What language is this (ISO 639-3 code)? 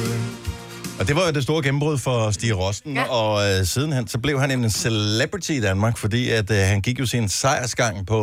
dan